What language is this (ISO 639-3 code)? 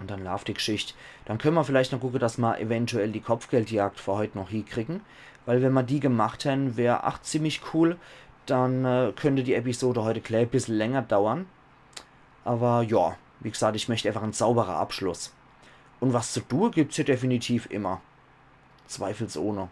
pfl